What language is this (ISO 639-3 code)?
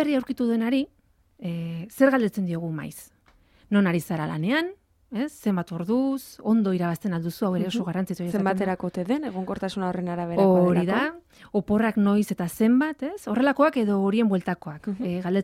eus